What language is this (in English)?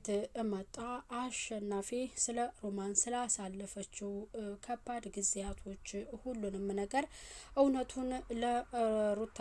Amharic